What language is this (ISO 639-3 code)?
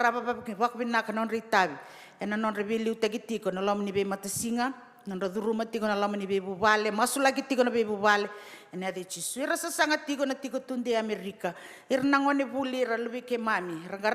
fij